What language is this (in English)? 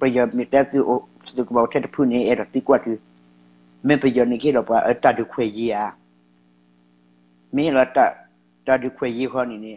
S'gaw Karen